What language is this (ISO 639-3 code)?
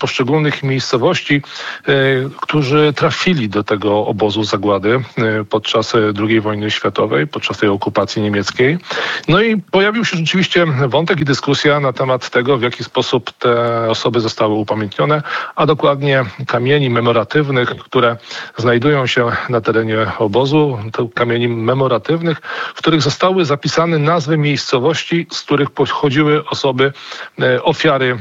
pol